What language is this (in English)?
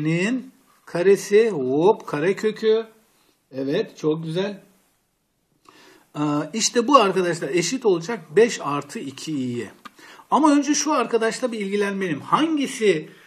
Turkish